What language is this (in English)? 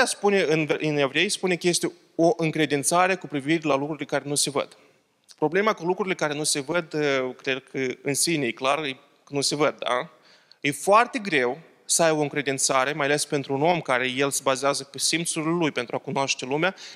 Romanian